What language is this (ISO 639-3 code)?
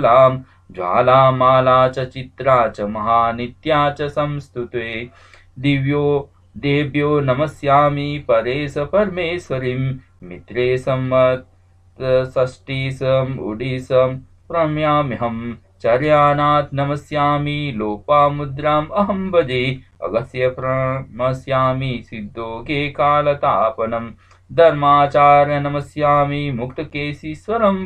san